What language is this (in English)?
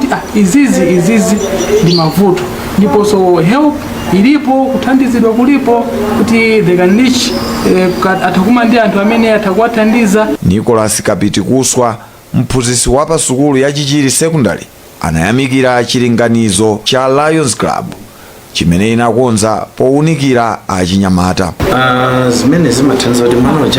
Nyanja